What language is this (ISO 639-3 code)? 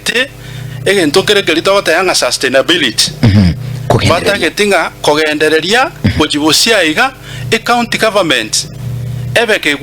guz